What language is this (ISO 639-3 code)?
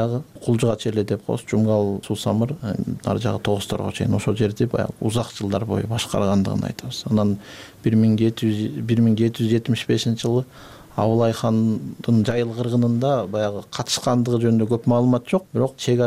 kir